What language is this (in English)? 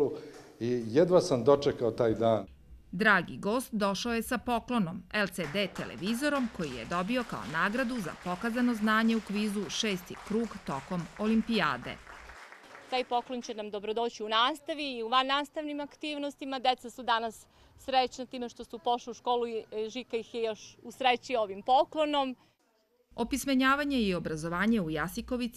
Serbian